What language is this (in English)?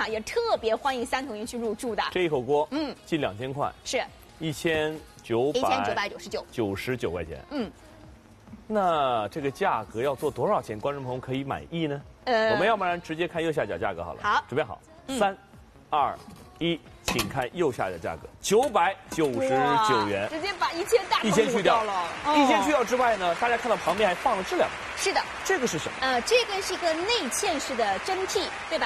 Chinese